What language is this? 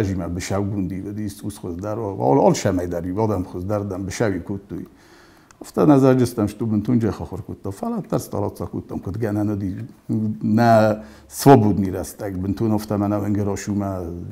Ossetic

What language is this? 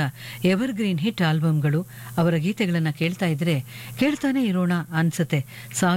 Kannada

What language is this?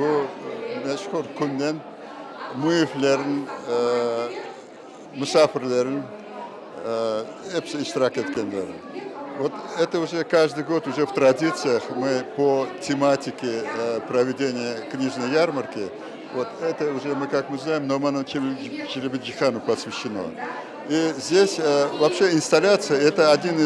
Crimean Tatar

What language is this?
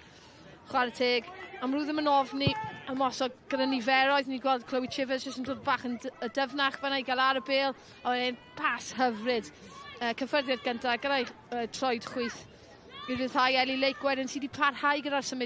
Welsh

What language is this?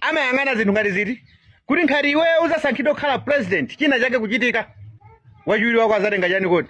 Nyanja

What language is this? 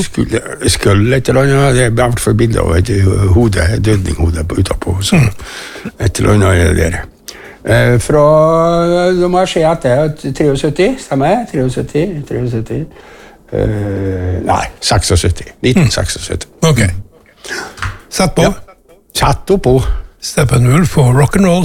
Norwegian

